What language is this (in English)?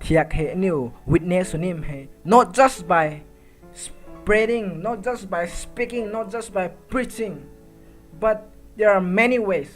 Rongmei Naga